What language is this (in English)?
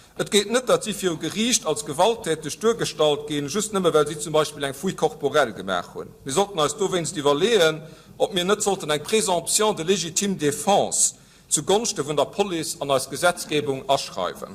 Luxembourgish